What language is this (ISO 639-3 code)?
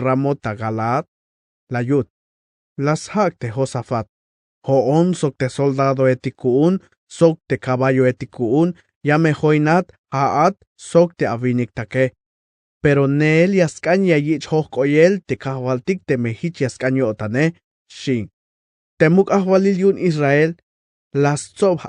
tzh